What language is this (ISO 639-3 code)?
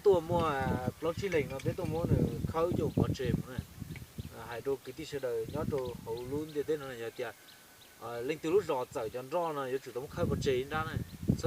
hmn